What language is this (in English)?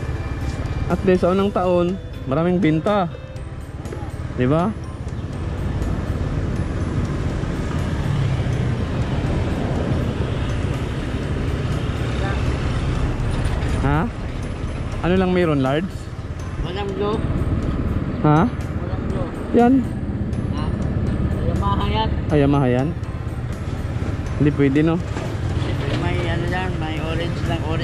Filipino